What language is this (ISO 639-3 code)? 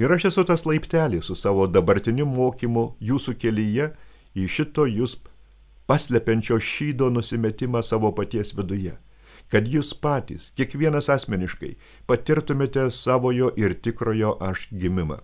lit